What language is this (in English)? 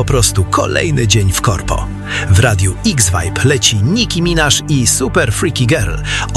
Polish